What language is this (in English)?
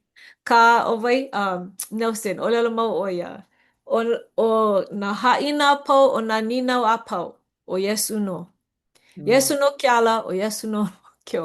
Hawaiian